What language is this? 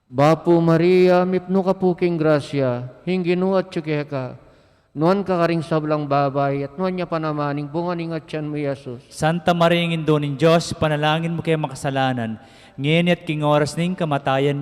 Pampanga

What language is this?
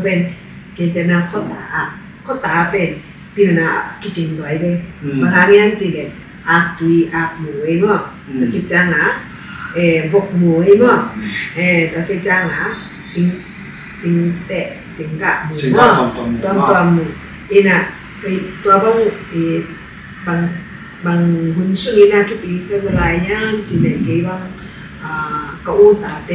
Tedim Chin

